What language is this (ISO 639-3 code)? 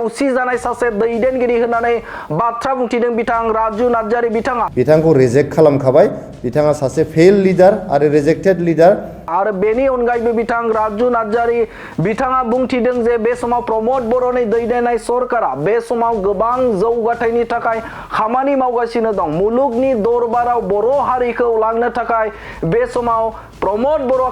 brx